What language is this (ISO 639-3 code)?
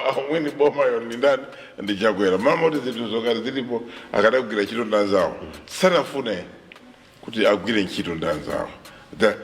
nya